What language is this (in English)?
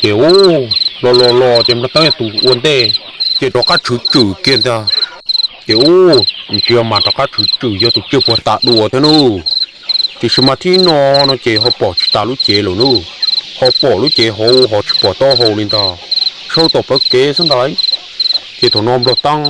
Hmong